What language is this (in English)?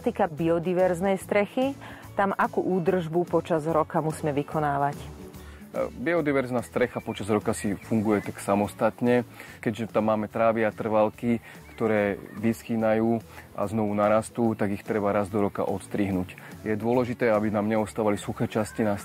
Slovak